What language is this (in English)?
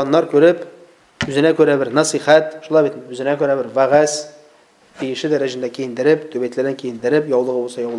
Tatar